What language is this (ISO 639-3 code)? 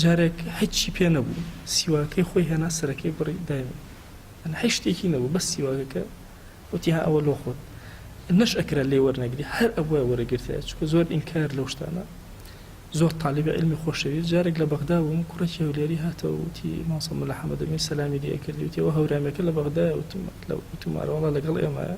ckb